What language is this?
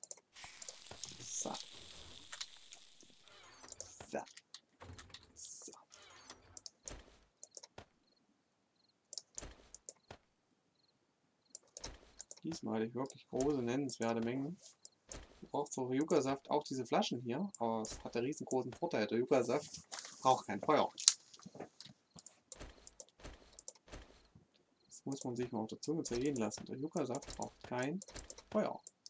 German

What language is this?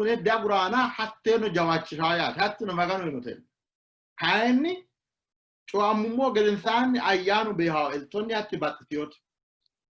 Sidamo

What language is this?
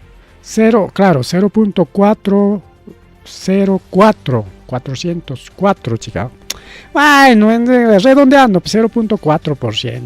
Ayacucho Quechua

